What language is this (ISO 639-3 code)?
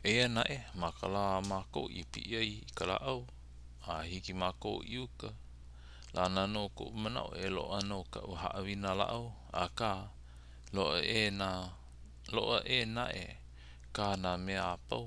haw